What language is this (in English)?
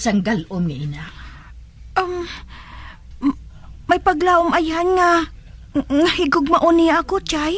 Hiligaynon